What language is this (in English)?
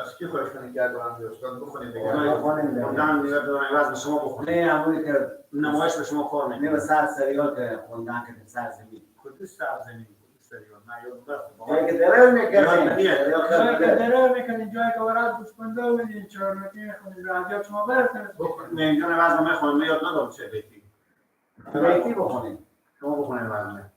Persian